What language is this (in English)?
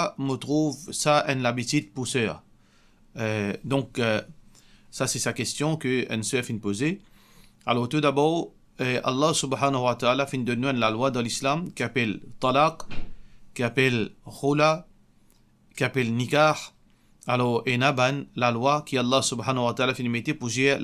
Morisyen